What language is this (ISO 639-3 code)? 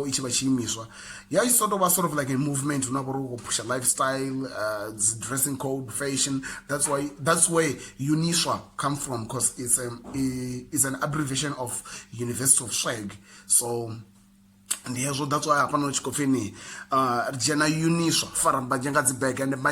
ven